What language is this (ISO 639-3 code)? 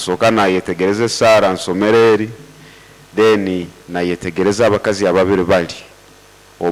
nyo